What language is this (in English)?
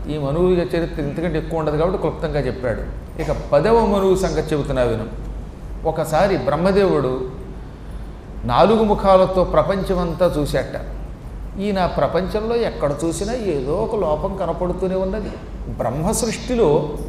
Telugu